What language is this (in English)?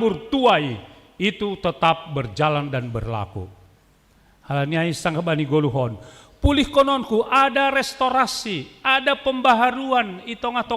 Batak Simalungun